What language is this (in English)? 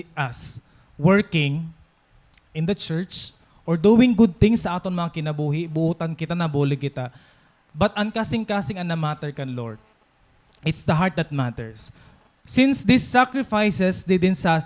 Waray